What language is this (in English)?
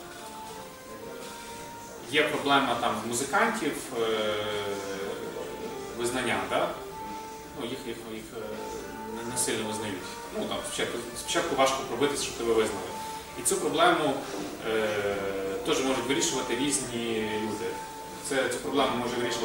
Ukrainian